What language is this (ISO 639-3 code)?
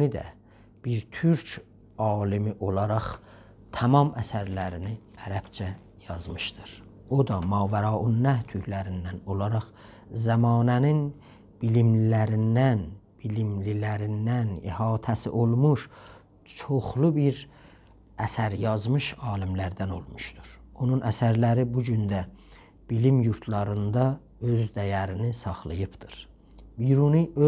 azb